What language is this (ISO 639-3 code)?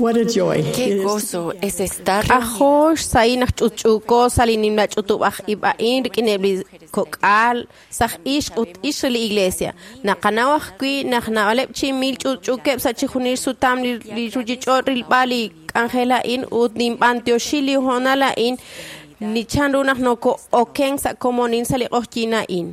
kek